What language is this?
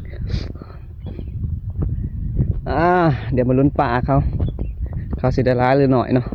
Lao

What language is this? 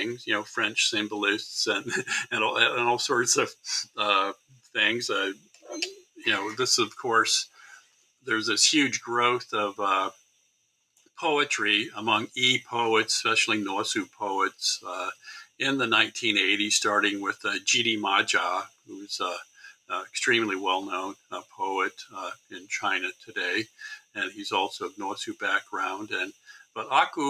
English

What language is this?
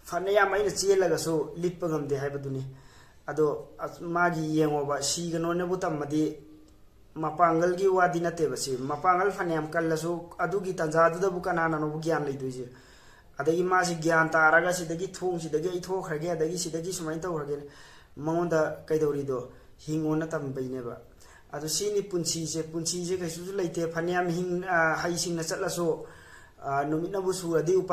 Manipuri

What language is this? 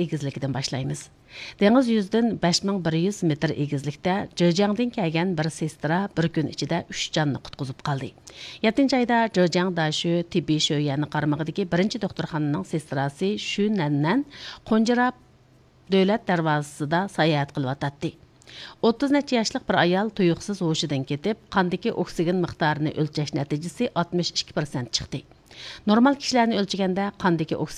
Uyghur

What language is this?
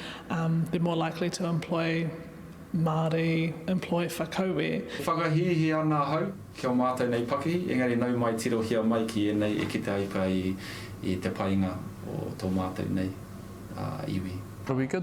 Māori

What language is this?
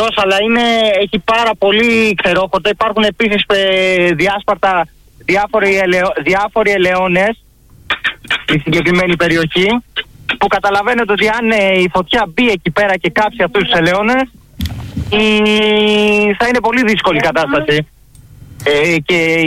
Greek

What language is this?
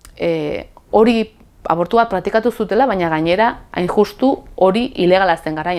Basque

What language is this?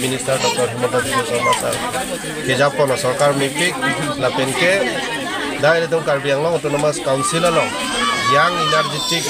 Karbi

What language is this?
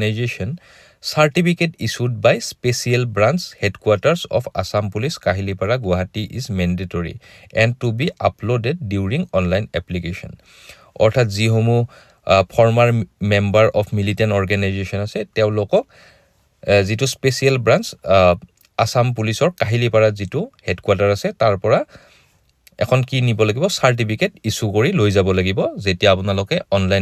Assamese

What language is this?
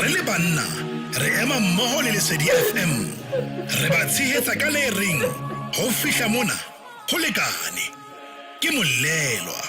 Southern Sotho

